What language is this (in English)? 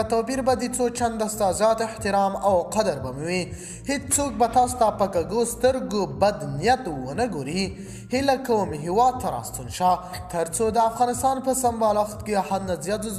Pashto